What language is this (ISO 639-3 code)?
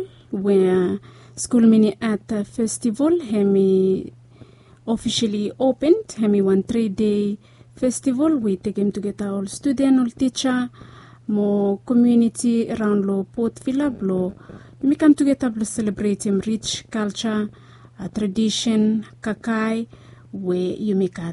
bis